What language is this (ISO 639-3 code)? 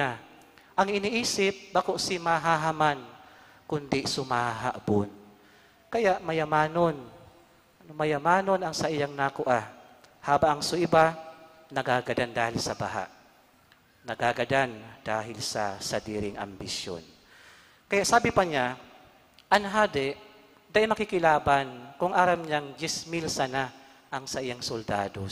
bik